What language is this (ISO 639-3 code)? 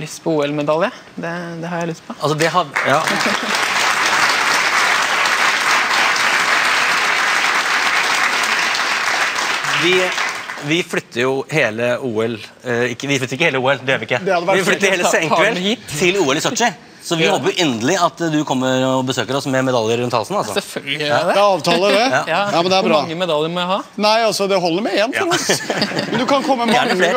nor